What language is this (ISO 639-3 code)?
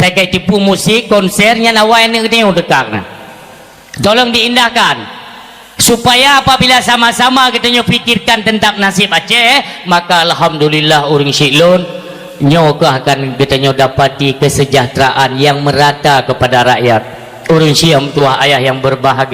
ace